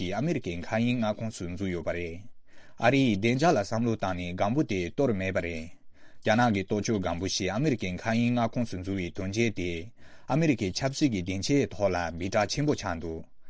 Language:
Tibetan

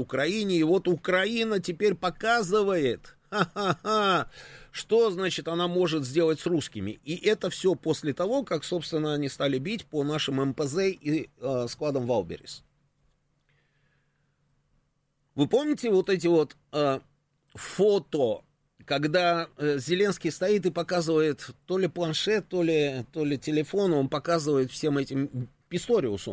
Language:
Russian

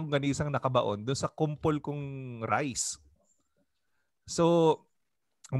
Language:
Filipino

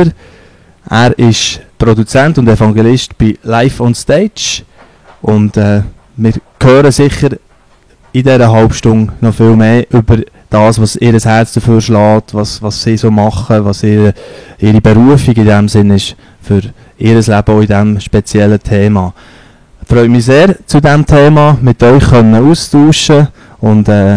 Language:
Swiss German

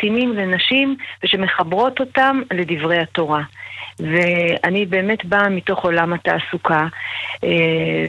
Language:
Hebrew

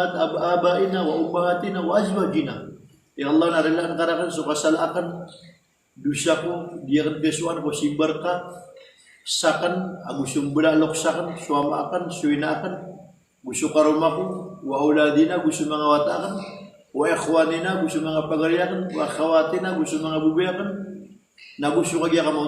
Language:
Maranao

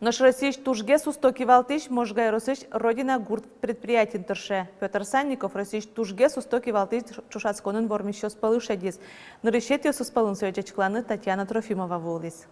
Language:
Udmurt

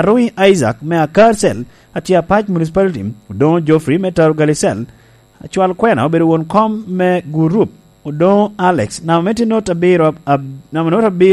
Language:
Lango (Uganda)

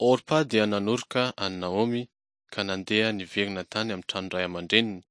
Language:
Malagasy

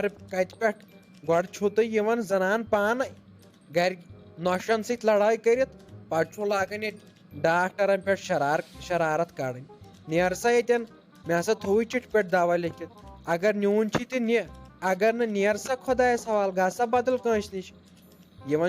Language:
Kashmiri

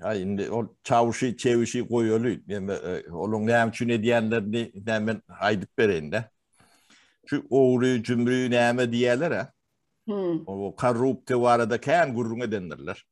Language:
Turkmen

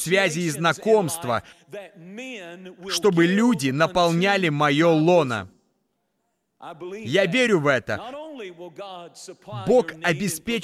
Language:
Russian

